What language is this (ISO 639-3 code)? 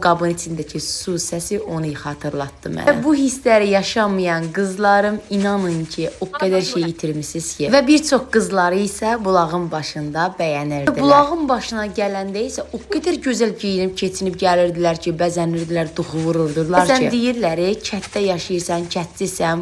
aze